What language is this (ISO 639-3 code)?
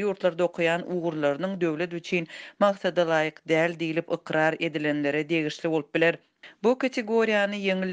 tuk